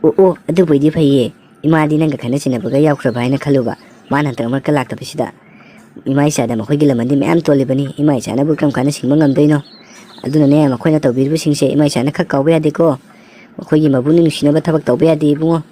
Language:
Manipuri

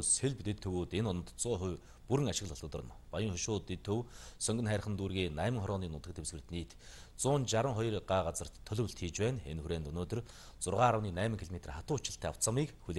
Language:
Mongolian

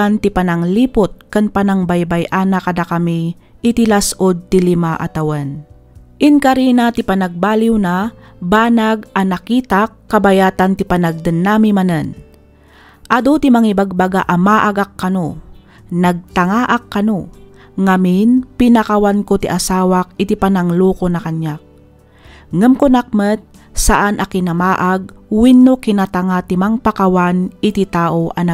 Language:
Iloko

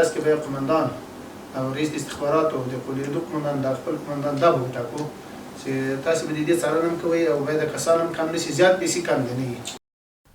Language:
Pashto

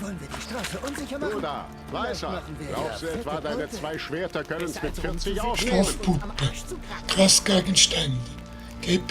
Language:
Swiss German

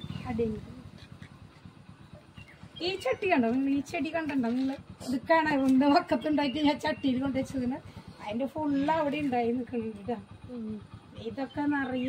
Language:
Malayalam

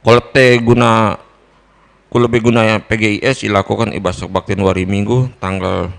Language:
Batak Karo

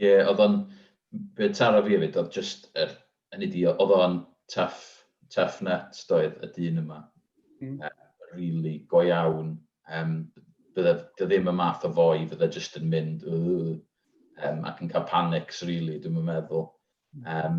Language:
Welsh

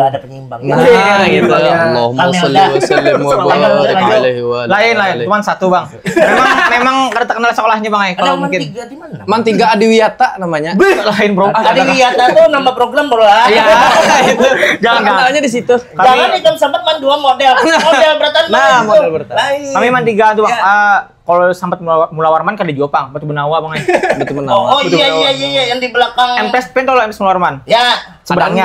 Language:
Banjar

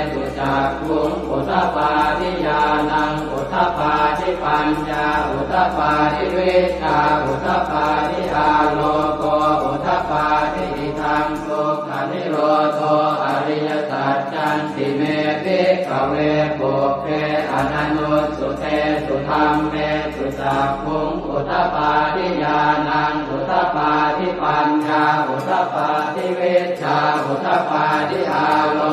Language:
Pali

